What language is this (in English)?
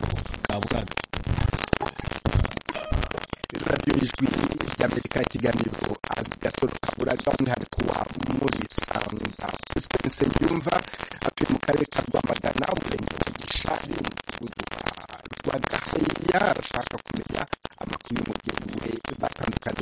Kinyarwanda